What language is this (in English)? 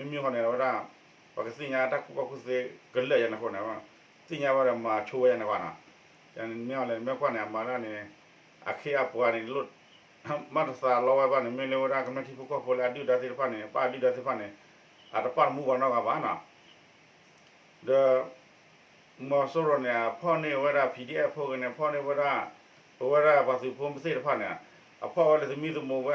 S'gaw Karen